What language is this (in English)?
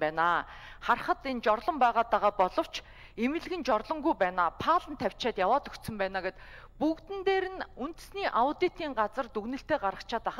Mongolian